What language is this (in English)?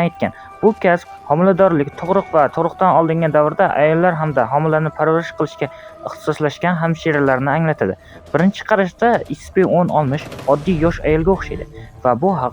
Uzbek